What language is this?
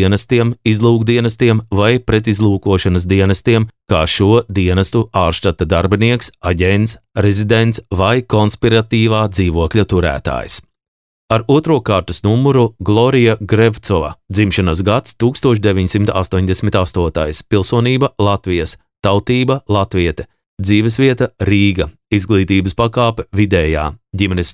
Latvian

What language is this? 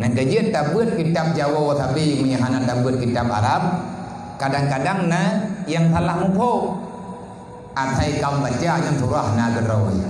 Achinese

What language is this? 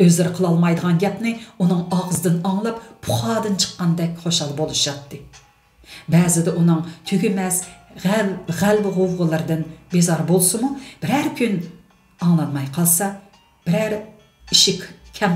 Uyghur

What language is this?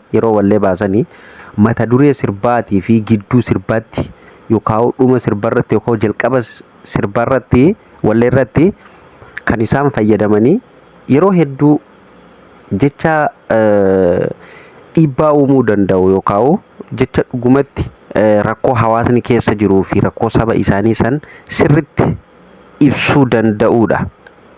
Oromo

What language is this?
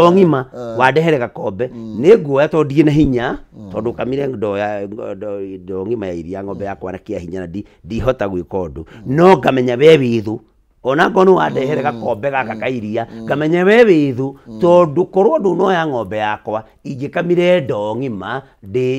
Kikuyu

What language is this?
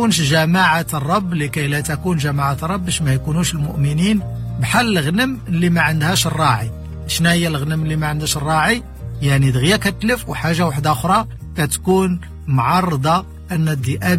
Moroccan Arabic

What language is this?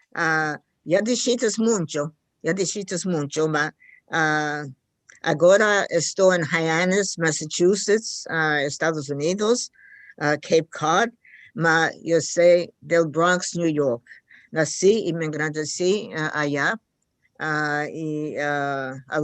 Ladino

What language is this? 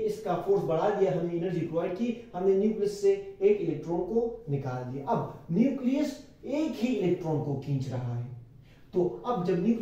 Hindi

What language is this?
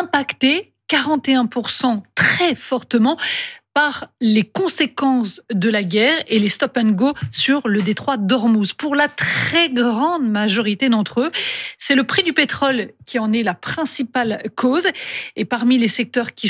French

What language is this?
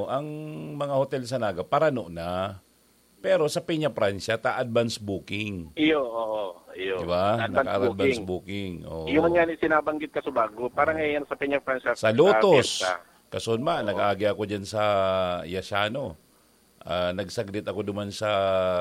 Bikol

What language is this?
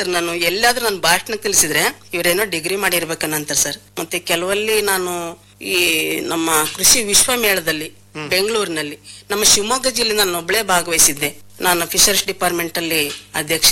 Kannada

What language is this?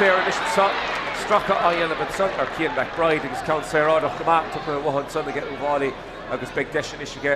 Irish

